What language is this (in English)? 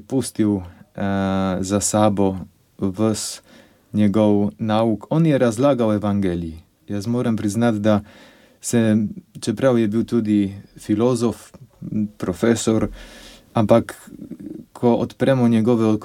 Slovenian